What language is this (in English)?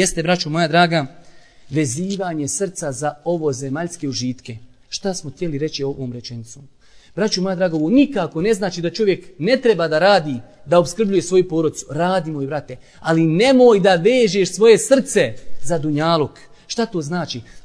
Bosnian